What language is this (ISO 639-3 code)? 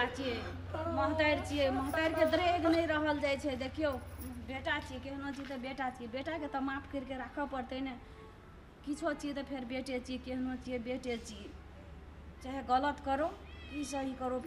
mai